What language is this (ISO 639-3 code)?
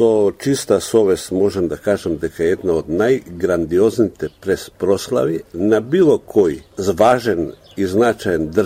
mkd